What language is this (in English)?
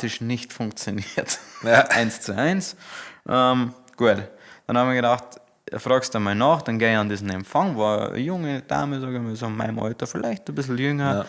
Bavarian